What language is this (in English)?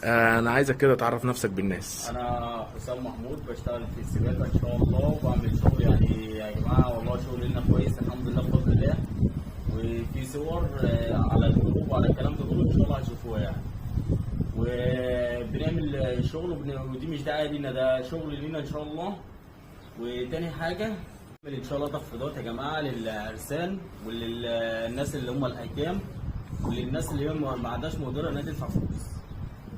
Egyptian Arabic